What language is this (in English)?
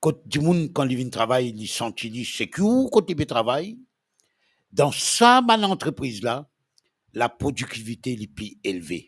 Morisyen